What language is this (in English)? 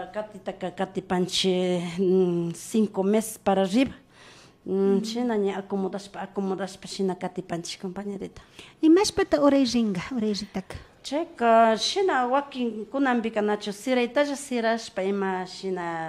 Imbabura Highland Quichua